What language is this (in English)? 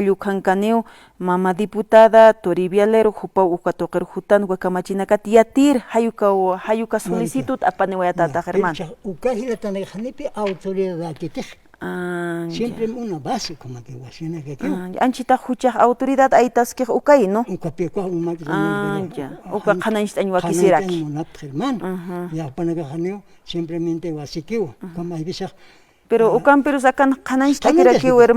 Aymara